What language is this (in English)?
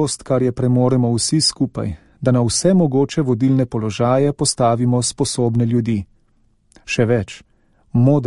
Slovenian